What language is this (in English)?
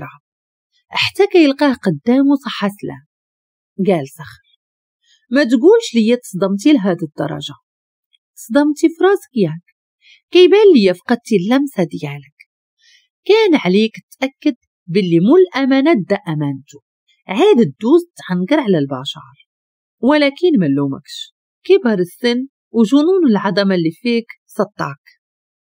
Moroccan Arabic